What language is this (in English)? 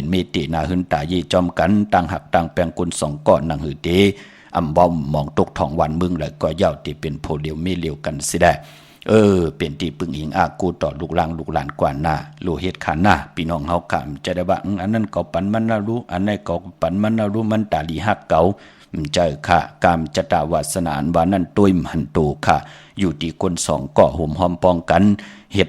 Shan